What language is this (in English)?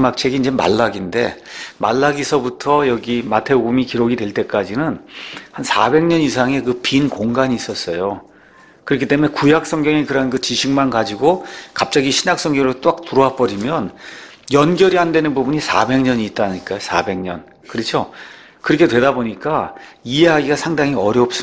Korean